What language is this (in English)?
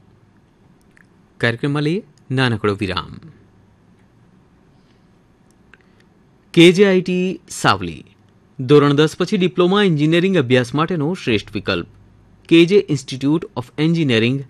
Gujarati